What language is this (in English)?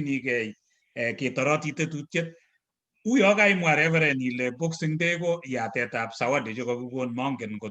Kalenjin